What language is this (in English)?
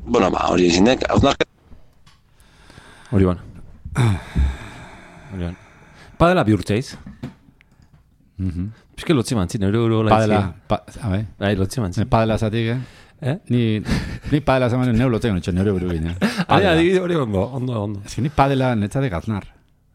Basque